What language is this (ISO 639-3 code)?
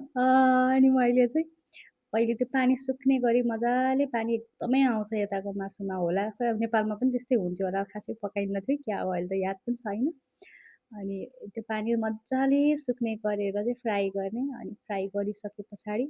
nep